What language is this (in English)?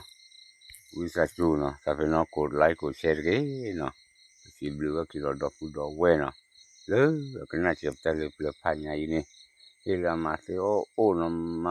S'gaw Karen